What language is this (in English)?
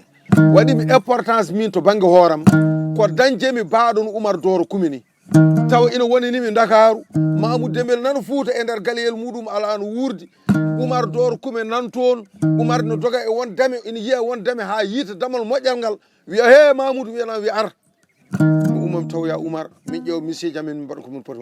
Fula